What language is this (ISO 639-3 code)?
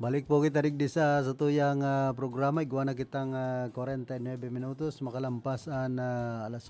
bik